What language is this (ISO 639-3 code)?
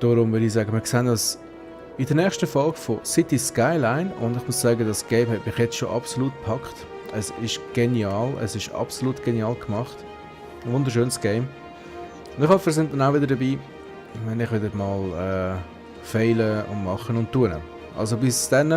gsw